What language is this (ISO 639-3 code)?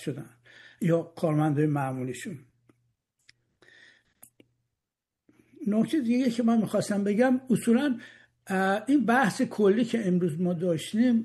fas